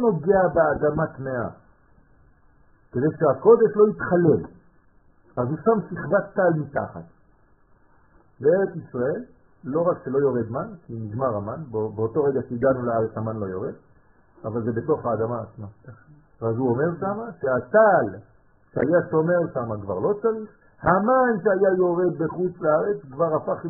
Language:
Hebrew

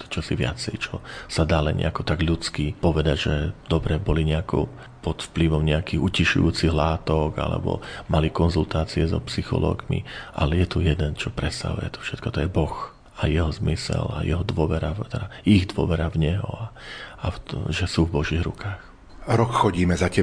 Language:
Slovak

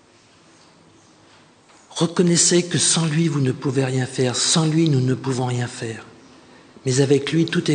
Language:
French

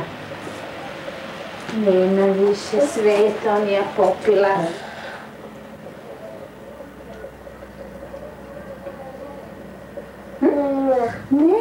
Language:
Croatian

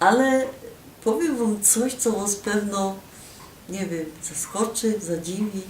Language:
Silesian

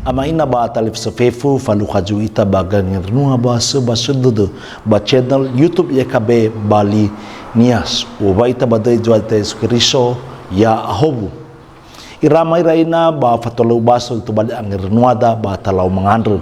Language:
Nias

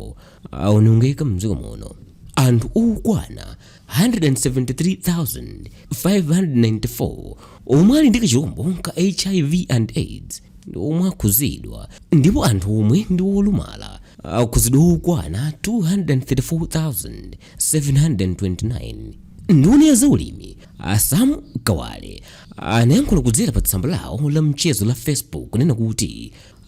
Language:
Nyanja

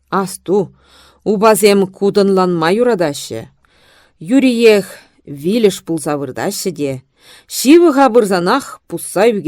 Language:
Chuvash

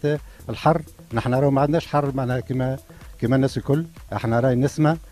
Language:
Tunisian Arabic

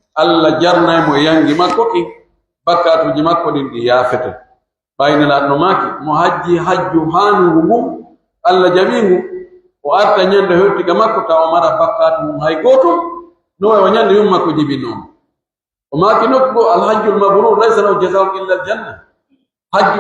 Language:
Pular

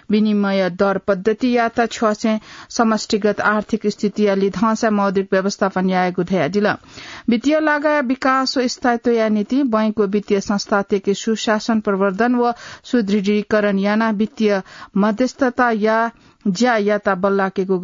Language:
Newari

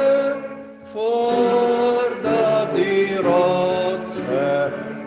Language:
Afrikaans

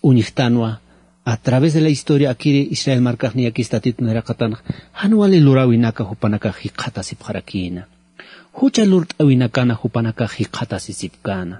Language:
Aymara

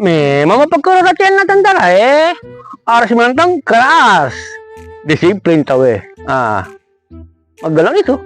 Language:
Buginese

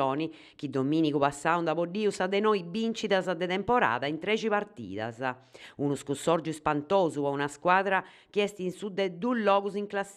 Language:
Sardinian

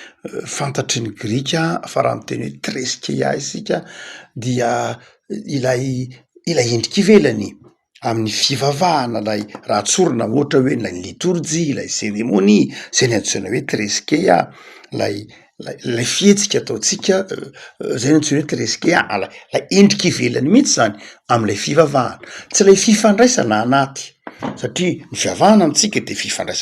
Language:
Malagasy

